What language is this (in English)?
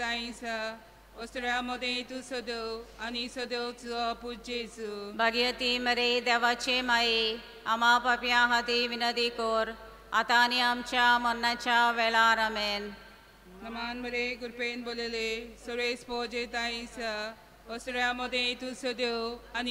Konkani